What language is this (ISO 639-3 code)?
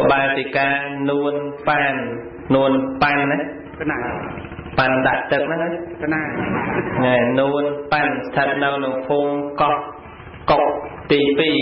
khm